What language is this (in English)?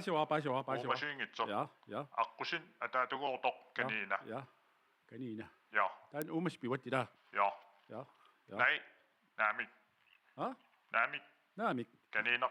Kalaallisut